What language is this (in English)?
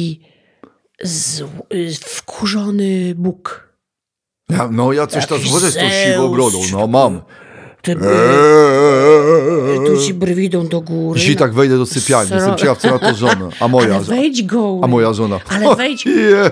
Polish